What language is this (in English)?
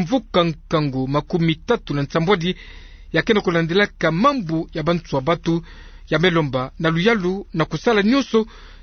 Kituba (Democratic Republic of Congo)